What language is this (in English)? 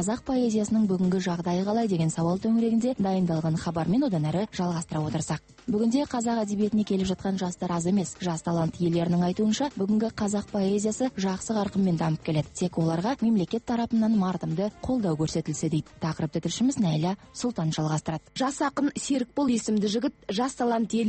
Kazakh